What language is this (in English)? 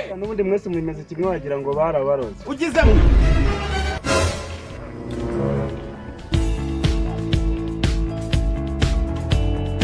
Kinyarwanda